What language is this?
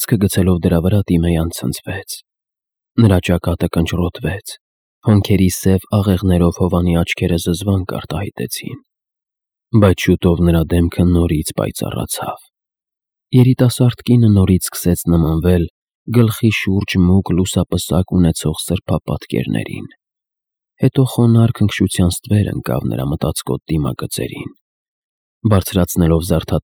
Armenian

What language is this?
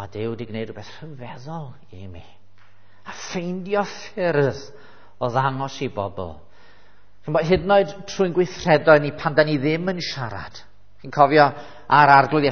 Welsh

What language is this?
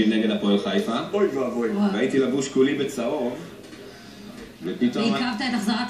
Hebrew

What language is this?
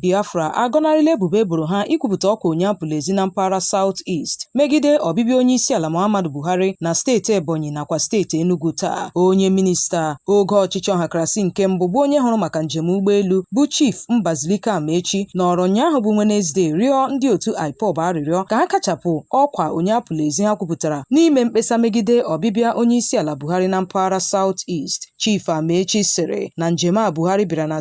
Igbo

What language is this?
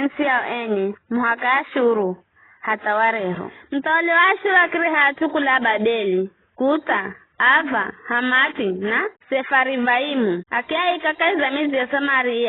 Giryama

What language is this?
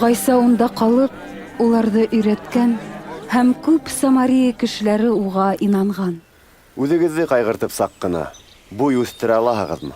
Bashkir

